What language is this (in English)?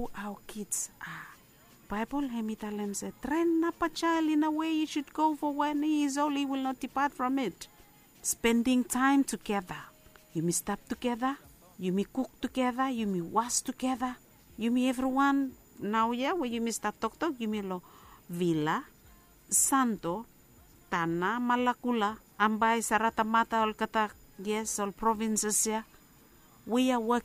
Bislama